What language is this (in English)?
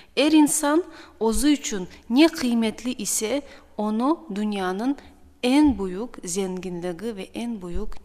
Crimean Tatar